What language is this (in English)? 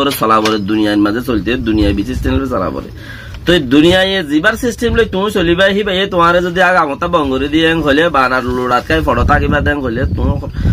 Rohingya